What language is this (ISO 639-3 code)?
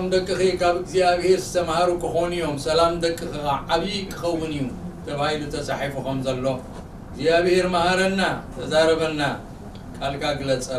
tir